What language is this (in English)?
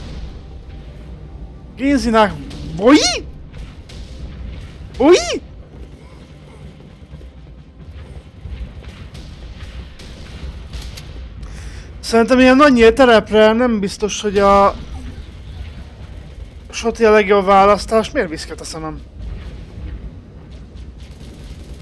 Hungarian